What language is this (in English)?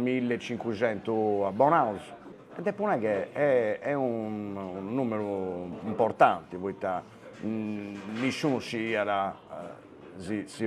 Sardinian